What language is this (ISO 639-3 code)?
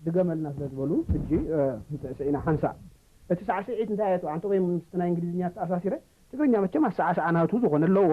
tir